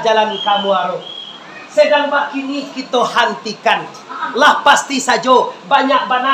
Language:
Minangkabau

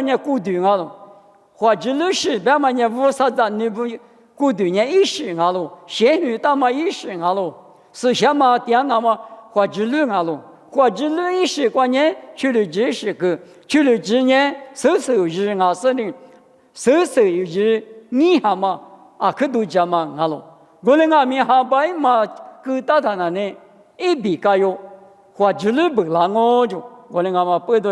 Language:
Lisu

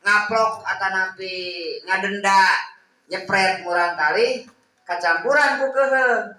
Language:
Sundanese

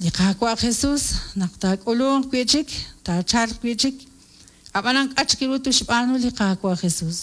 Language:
Kekchí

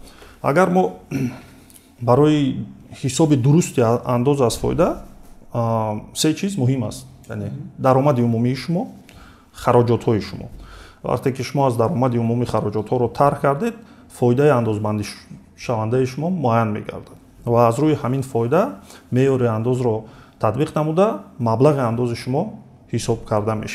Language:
Tajik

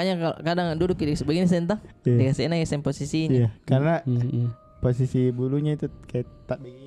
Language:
Makassar Malay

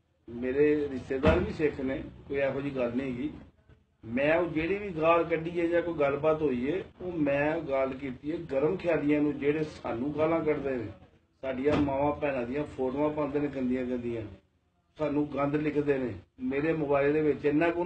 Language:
Punjabi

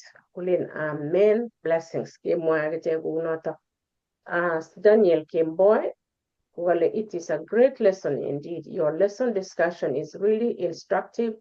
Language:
Kalenjin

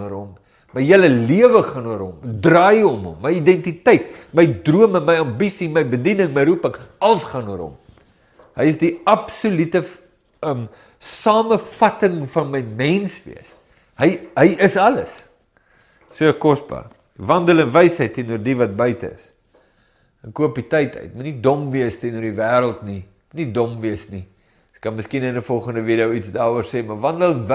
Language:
Afrikaans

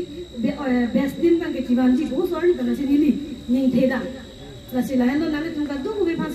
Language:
Karbi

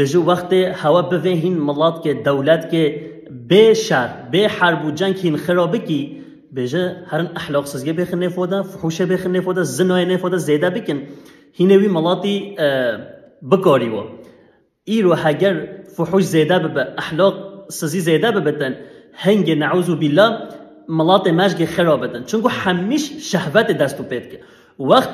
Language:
Kurdish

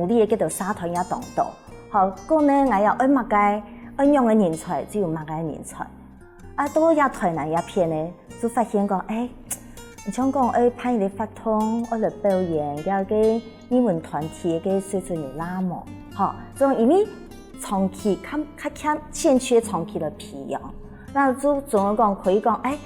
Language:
Hakka Chinese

